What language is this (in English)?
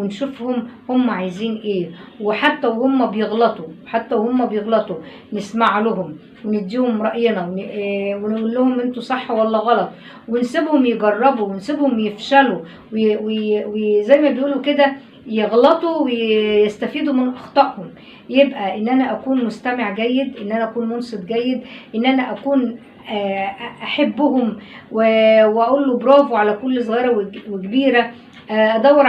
Egyptian Arabic